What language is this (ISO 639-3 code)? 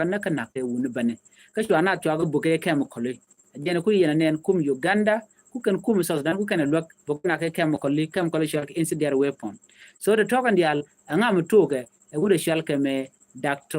nus